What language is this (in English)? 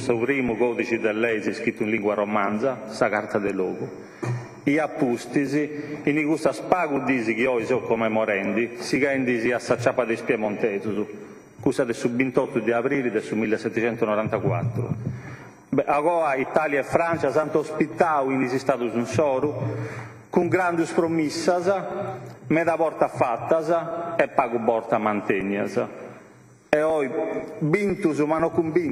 Sardinian